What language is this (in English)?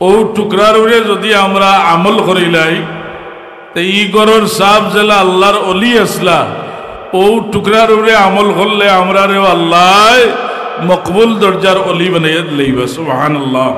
Sylheti